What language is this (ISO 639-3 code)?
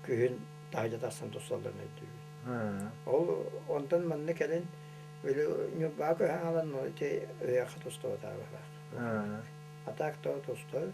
sah